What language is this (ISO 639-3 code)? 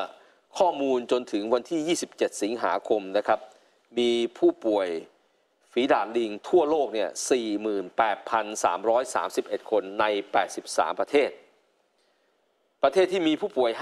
tha